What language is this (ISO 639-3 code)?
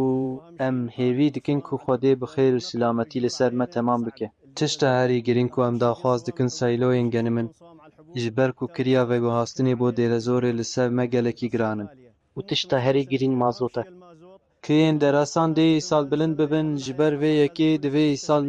kur